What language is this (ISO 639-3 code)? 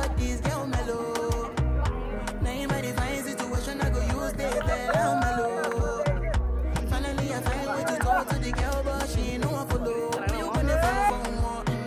trp